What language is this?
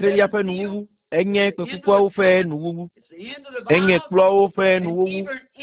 Ewe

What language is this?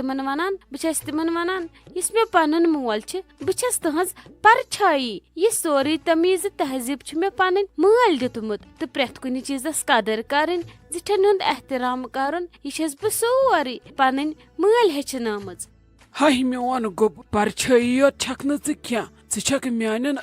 Kashmiri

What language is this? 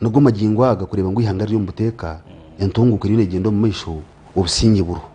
Nyankole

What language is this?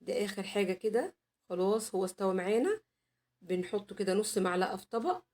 Egyptian Arabic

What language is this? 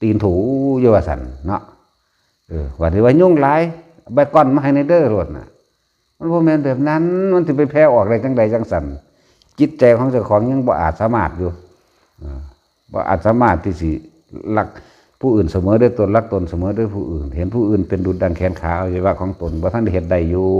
Northeastern Thai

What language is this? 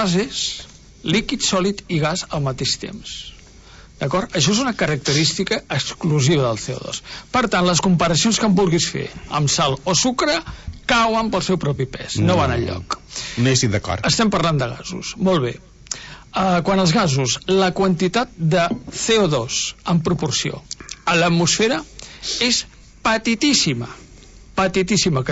Catalan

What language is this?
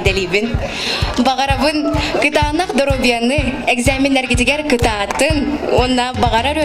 Yakut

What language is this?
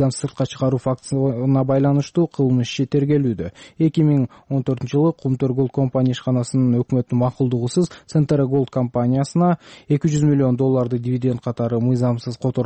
Kyrgyz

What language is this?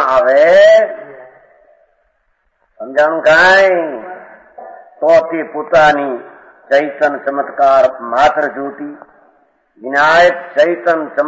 Gujarati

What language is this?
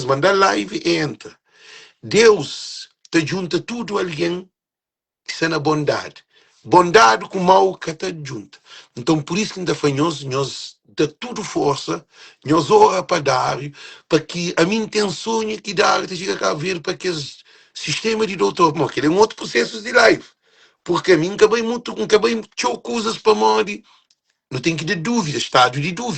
Kabuverdianu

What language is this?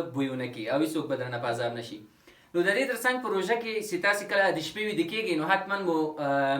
Pashto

